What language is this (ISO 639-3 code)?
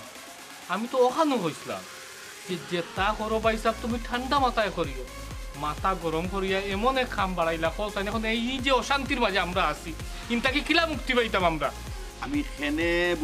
syl